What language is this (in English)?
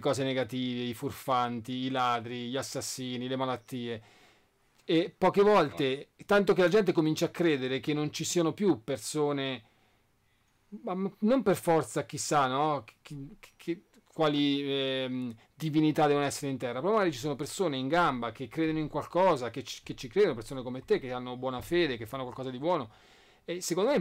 Italian